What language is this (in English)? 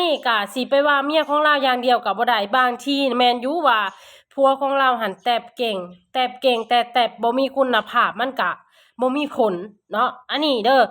Lao